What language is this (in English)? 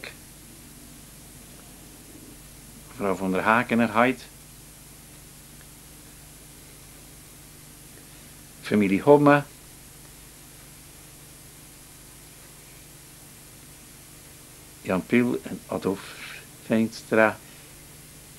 Dutch